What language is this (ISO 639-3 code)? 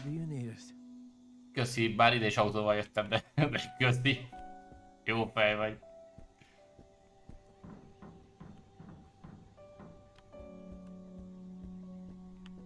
hun